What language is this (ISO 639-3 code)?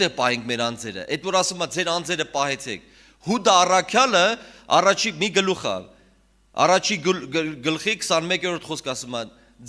hye